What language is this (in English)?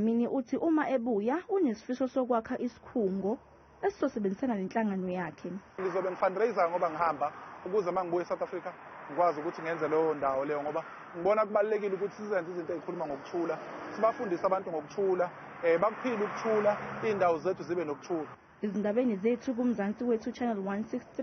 Zulu